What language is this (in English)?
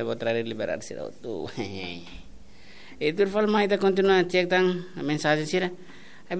Tetum